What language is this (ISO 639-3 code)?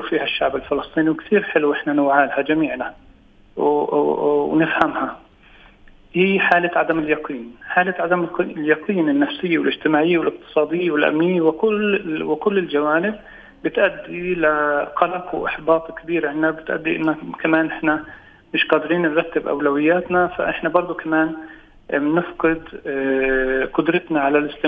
apc